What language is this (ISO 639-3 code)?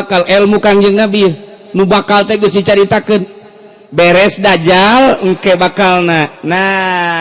sun